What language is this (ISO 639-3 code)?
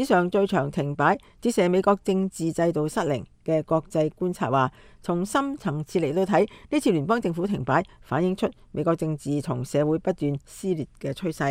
yue